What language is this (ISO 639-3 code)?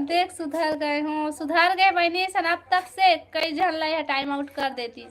hne